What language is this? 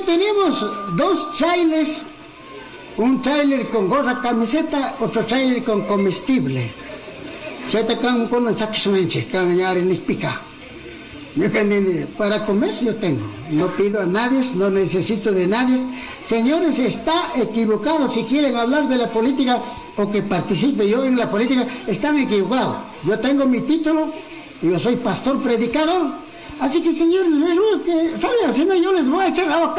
Chimborazo Highland Quichua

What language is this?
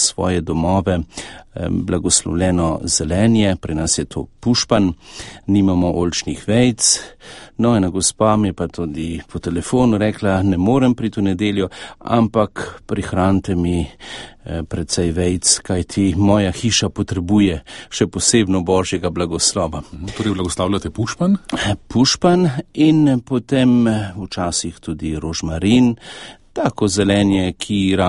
Slovenian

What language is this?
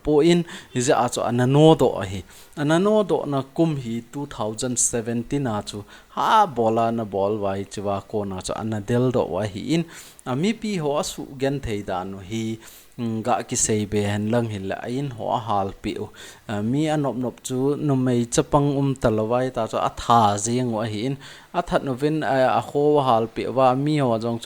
Thado Chin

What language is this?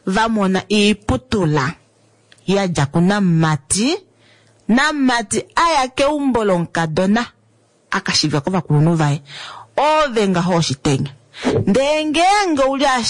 Kuanyama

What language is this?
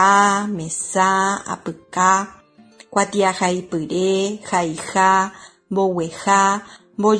Guarani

